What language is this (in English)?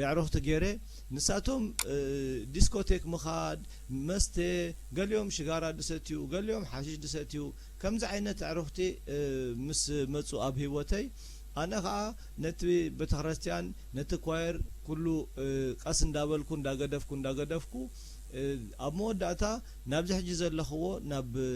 Tigrinya